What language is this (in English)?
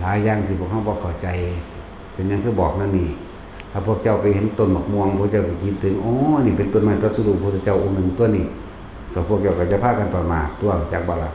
Northeastern Thai